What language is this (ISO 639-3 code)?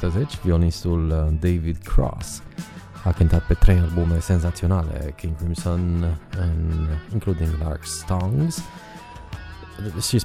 ron